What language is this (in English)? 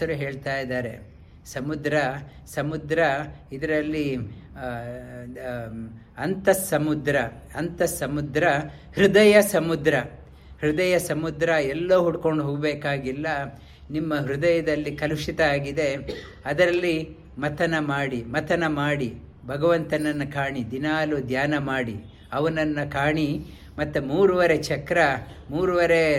Kannada